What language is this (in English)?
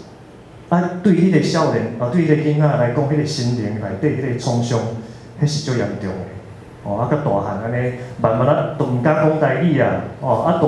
Min Nan Chinese